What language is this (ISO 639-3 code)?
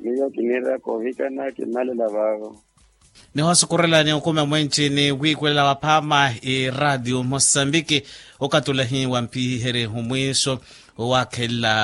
vmw